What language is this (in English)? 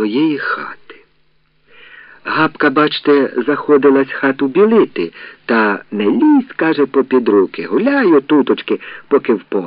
Ukrainian